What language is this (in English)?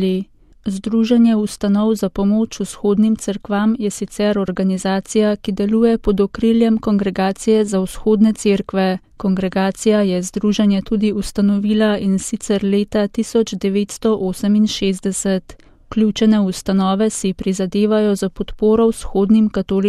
Slovenian